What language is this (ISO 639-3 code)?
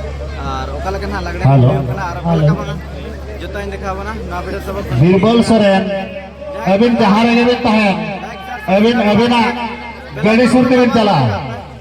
sat